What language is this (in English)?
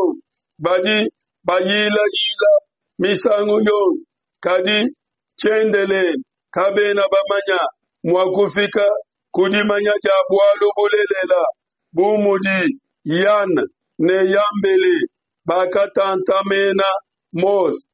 Luba-Lulua